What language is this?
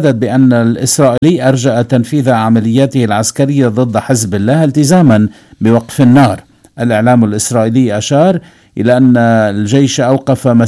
Arabic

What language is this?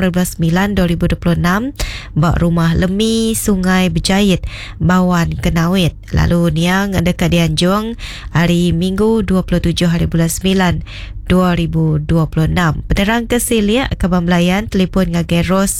Iban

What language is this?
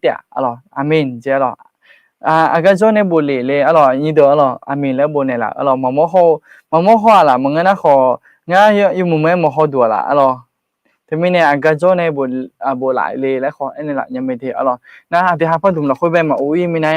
Akha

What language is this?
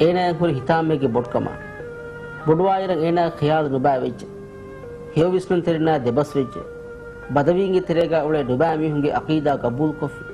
Divehi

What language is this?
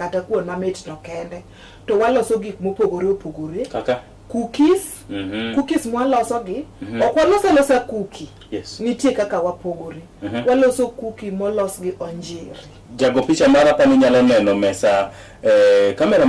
Luo (Kenya and Tanzania)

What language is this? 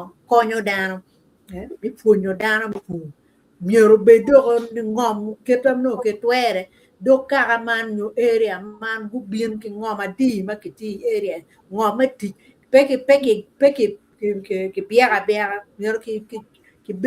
Acoli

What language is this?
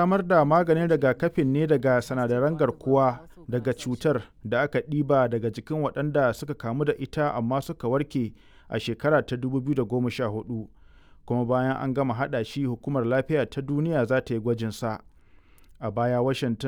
Hausa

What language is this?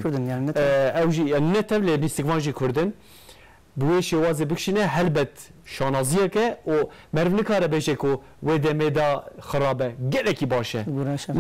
Kurdish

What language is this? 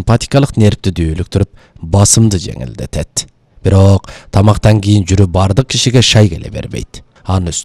Kyrgyz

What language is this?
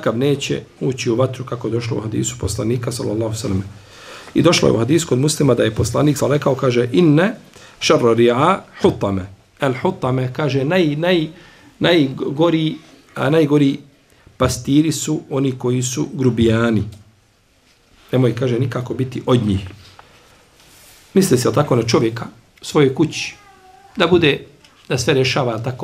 Bosnian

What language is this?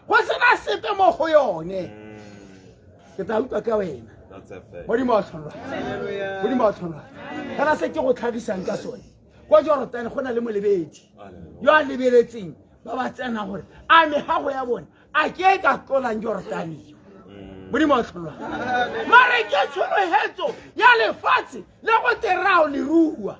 Tswana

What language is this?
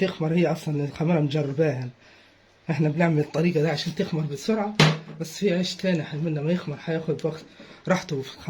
Egyptian Arabic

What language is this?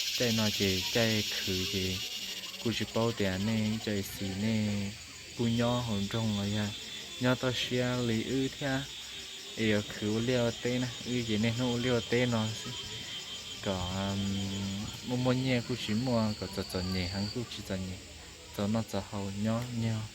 Hmong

